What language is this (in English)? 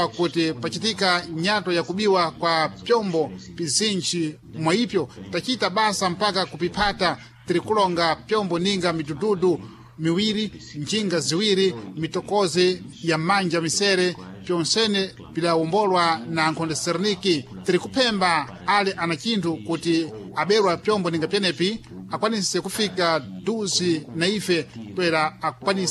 Sena